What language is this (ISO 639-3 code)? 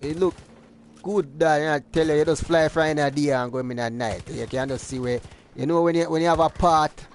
jam